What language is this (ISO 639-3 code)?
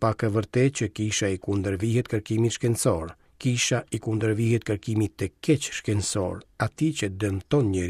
sqi